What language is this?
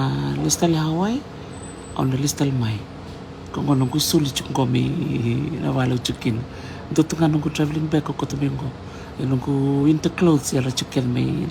Fijian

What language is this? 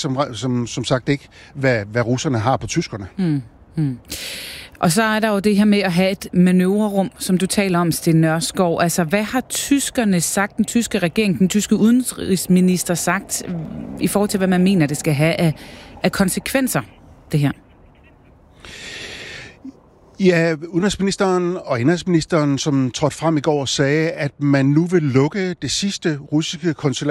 Danish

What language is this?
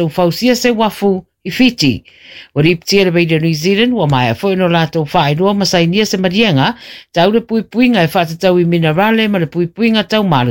Samoan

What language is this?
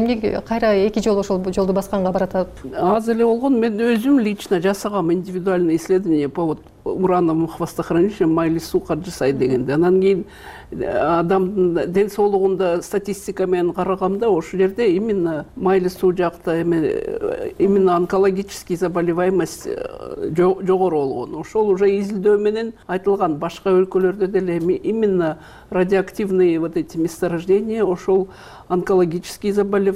Kyrgyz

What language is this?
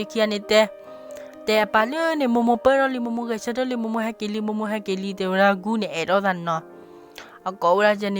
S'gaw Karen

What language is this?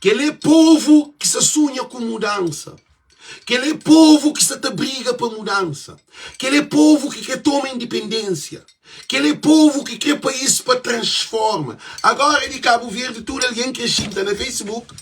Kabuverdianu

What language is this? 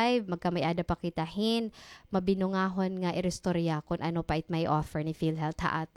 Waray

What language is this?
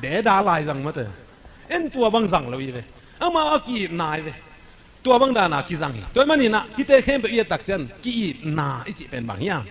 Tedim Chin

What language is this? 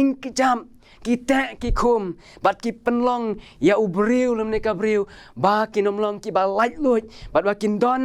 Khasi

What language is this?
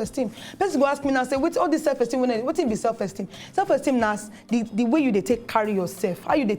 Nigerian Pidgin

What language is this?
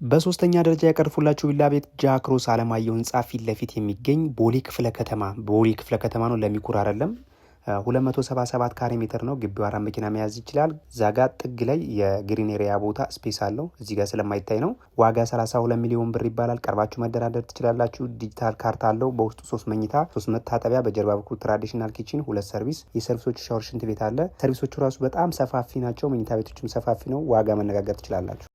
Amharic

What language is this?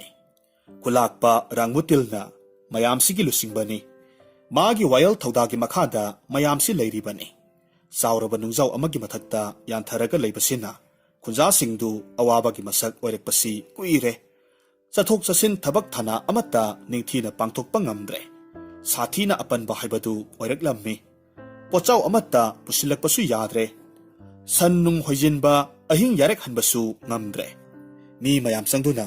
Manipuri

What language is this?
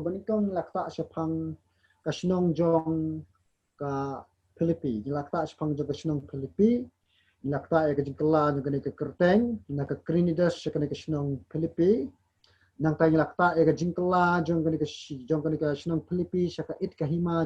Khasi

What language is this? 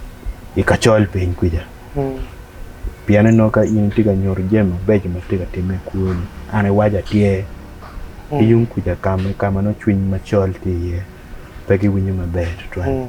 Acoli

